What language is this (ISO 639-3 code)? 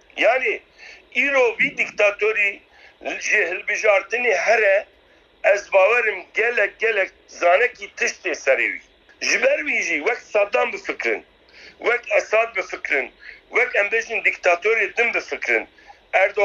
kur